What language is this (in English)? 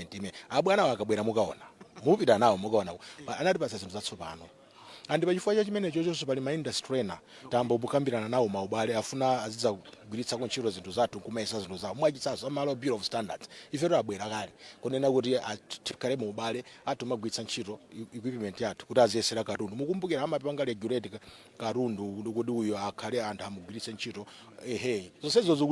Nyanja